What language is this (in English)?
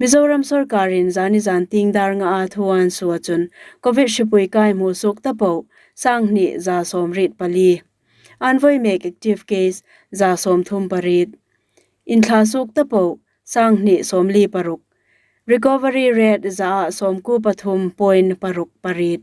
Hmar